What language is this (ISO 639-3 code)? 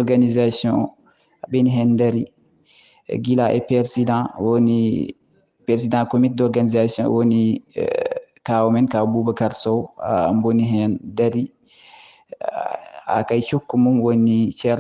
wol